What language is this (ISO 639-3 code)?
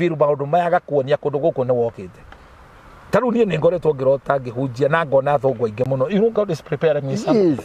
kik